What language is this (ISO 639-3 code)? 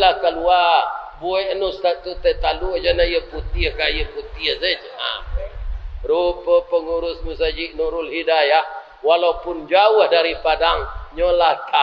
min